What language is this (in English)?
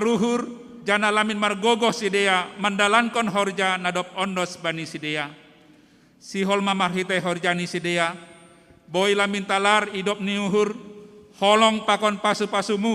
Batak Simalungun